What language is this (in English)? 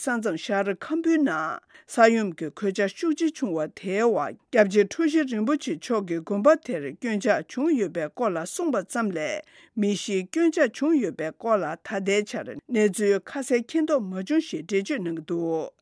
Tibetan